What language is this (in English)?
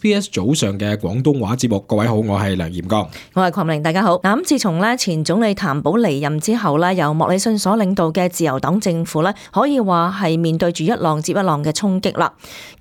Cantonese